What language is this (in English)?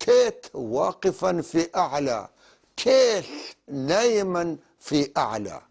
North Levantine Arabic